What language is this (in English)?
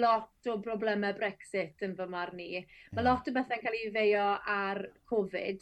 Welsh